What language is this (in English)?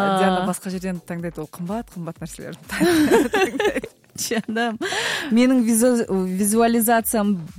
Kazakh